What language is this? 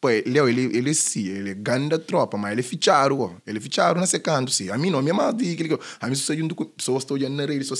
Kabuverdianu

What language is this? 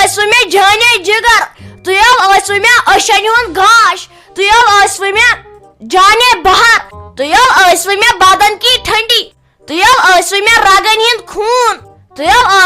Kashmiri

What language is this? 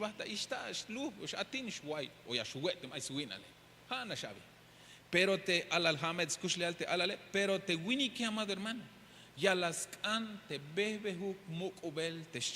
Tzeltal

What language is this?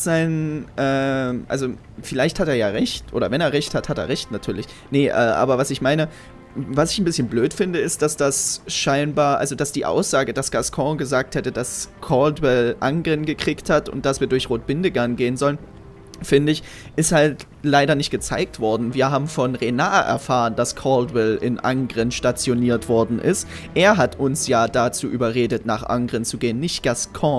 German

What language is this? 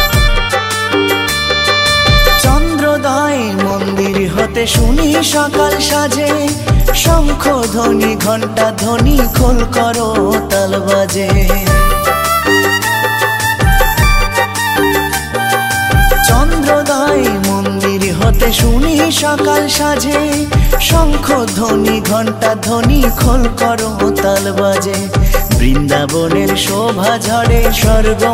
Bangla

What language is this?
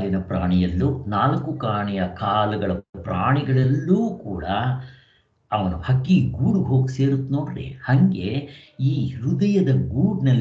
Kannada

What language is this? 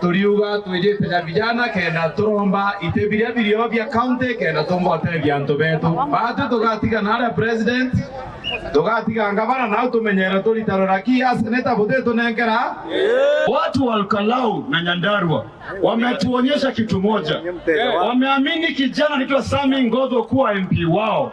Meru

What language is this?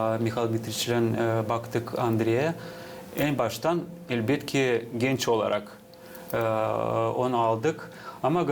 Gagauz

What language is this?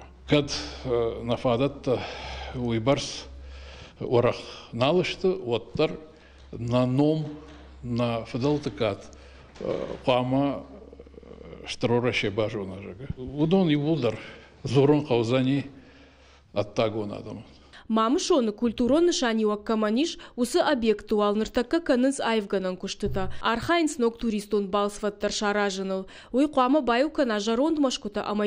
Ossetic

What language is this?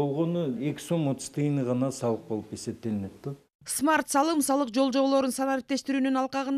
Kyrgyz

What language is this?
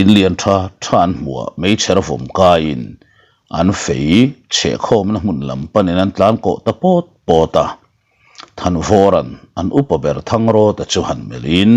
Mizo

